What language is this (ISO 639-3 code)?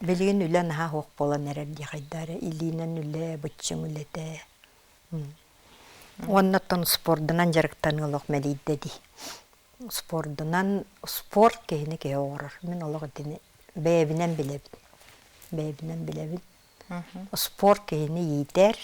sah